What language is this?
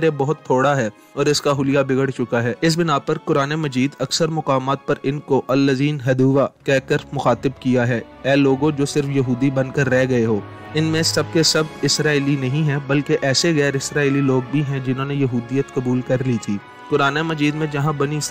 Urdu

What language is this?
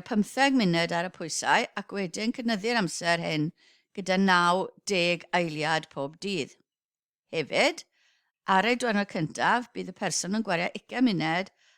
Welsh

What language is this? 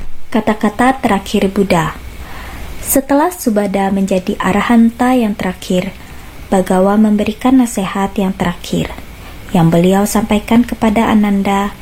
Indonesian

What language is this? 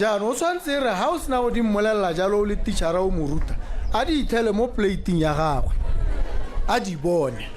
Tswana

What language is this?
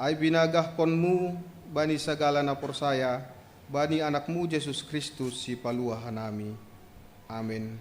Batak Simalungun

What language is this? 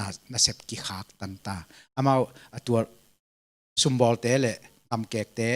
Tedim Chin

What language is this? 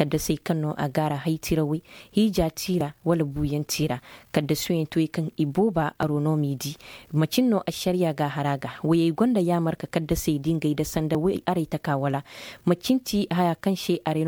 Zarma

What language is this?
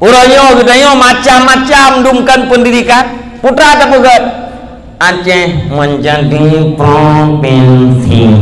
Achinese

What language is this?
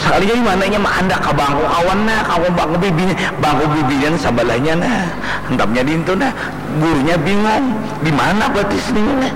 Banjar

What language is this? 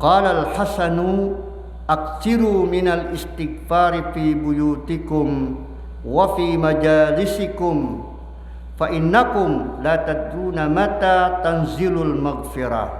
Maranao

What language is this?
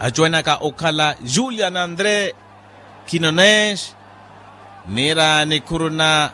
Makhuwa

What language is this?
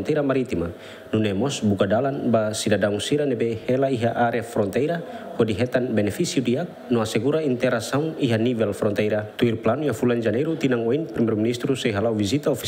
Tetum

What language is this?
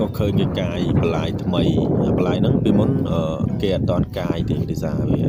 Khmer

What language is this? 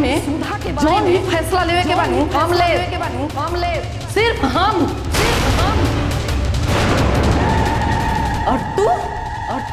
Bhojpuri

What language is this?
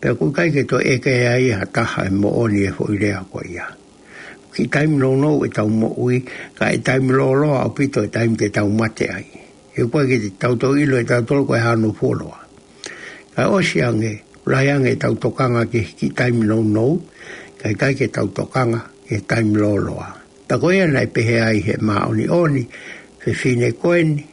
Tongan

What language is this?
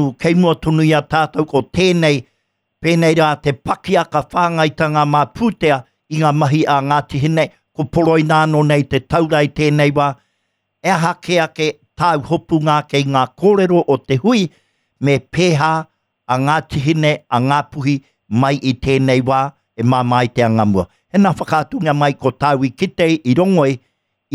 Māori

